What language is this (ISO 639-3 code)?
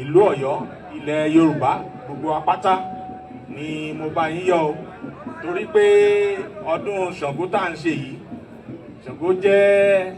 yor